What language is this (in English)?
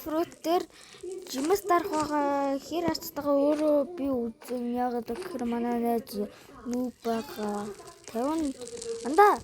Mongolian